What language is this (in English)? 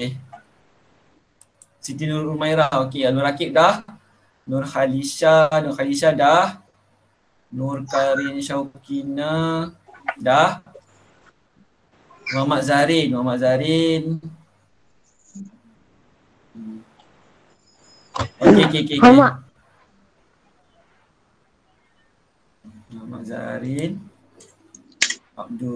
Malay